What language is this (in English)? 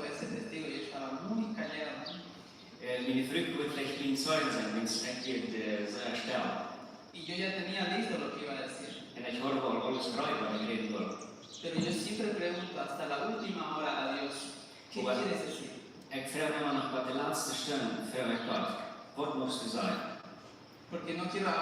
Plautdietsch